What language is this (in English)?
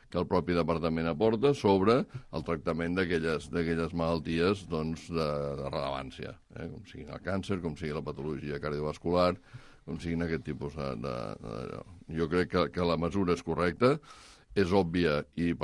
Catalan